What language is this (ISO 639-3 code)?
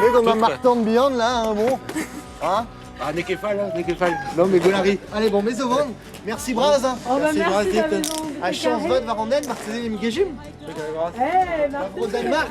bre